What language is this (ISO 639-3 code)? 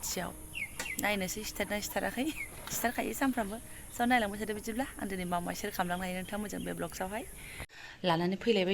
brx